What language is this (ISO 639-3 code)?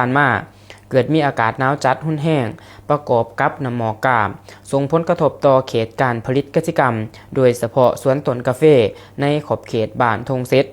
lao